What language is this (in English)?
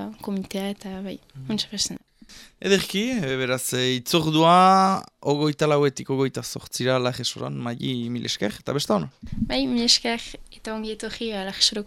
Basque